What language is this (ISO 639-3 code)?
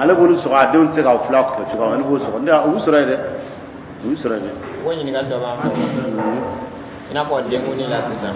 dyu